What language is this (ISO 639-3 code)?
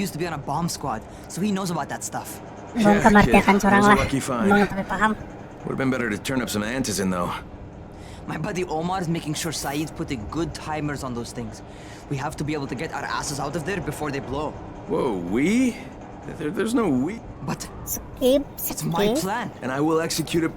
bjn